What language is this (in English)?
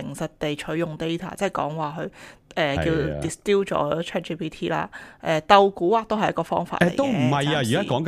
Cantonese